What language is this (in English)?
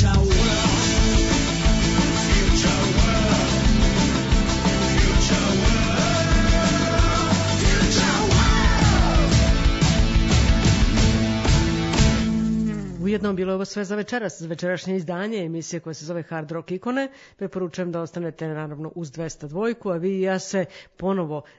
Serbian